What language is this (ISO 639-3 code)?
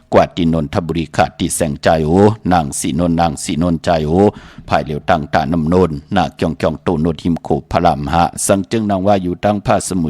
shn